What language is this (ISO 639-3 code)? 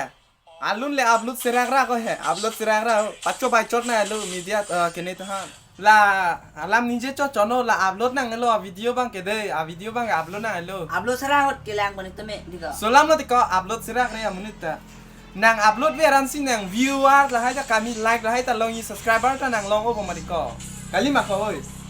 mjw